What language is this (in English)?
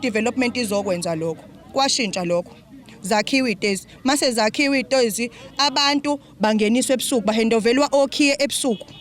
Zulu